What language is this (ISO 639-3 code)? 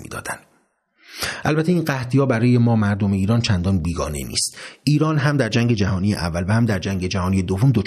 fas